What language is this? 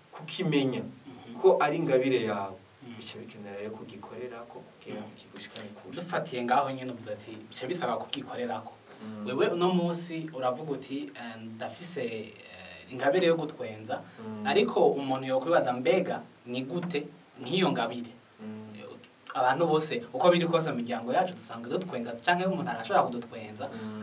Rundi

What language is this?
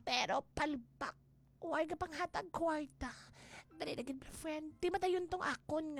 Hiligaynon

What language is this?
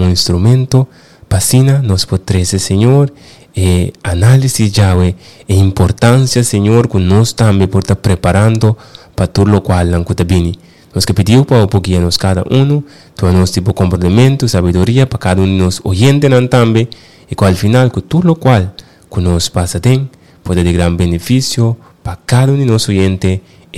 Papiamento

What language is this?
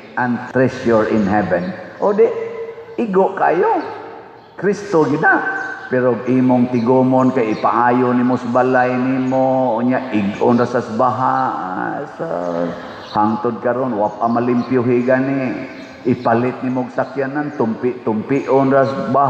Cebuano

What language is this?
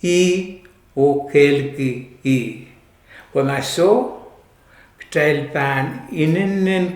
Pohnpeian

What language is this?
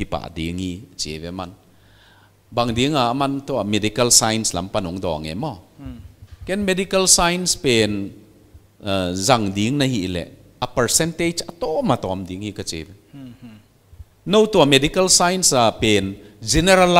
Paite Chin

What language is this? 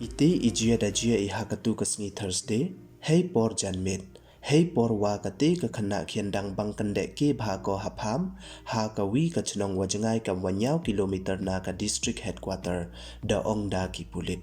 Pnar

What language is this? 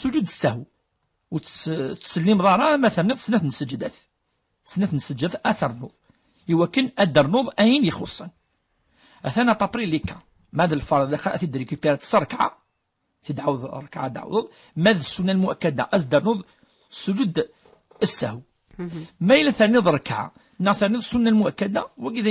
Kabyle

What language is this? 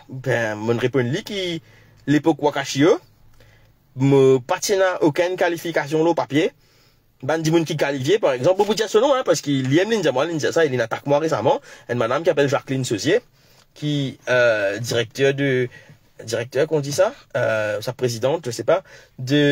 Morisyen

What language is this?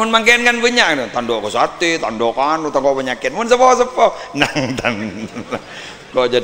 Madurese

